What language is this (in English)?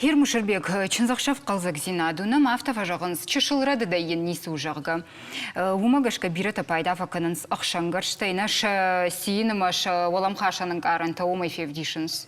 Ossetic